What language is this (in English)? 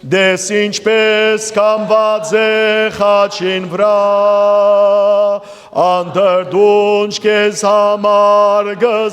Western Armenian